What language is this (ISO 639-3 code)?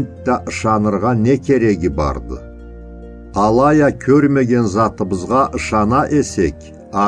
krc